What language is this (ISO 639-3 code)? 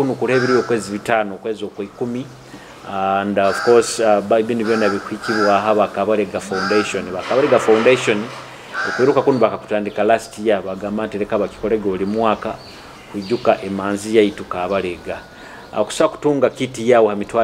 nyo